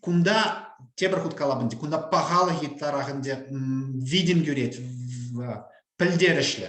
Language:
Chuvash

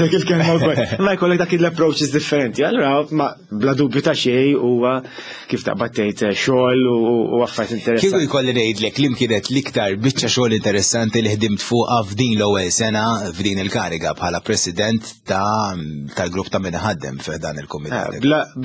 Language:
Maltese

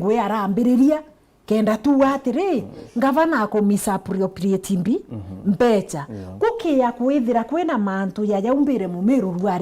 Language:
Meru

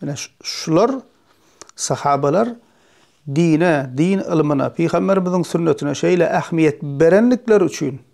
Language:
Turkmen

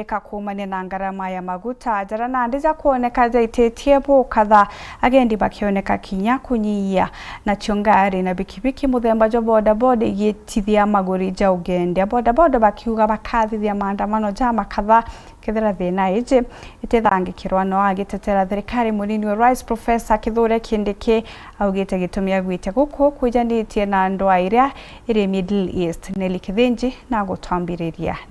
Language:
Meru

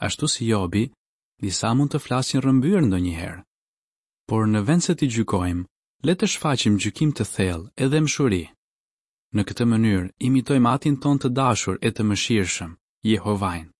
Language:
Albanian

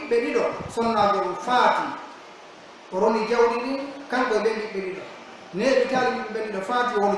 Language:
Pular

